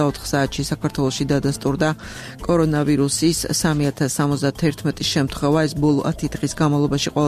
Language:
Georgian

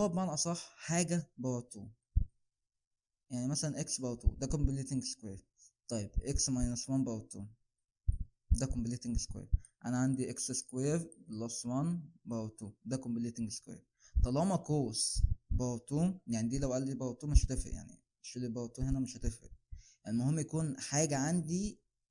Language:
Egyptian Arabic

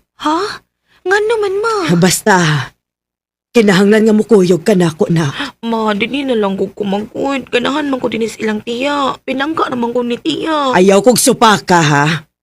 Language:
Cebuano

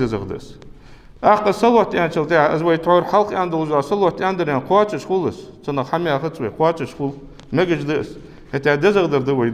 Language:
Ingush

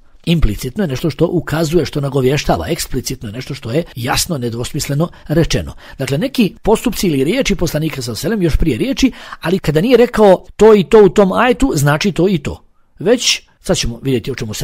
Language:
Bosnian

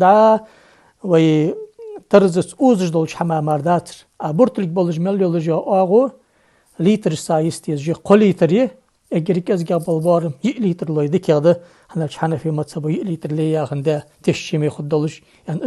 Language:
Ingush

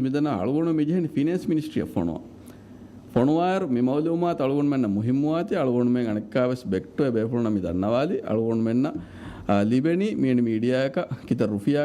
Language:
Divehi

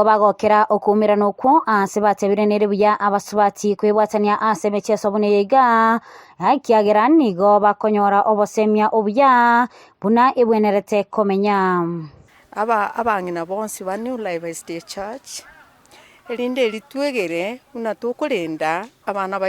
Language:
Gusii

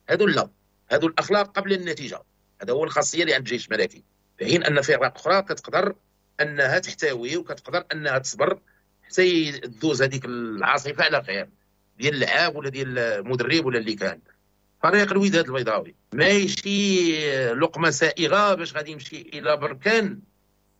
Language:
Moroccan Arabic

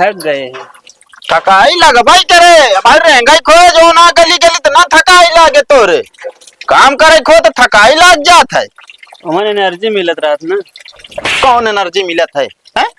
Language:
Awadhi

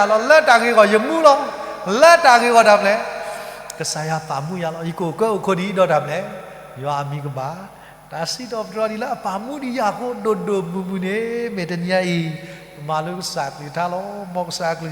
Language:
S'gaw Karen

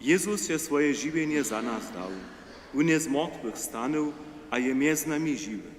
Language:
Upper Sorbian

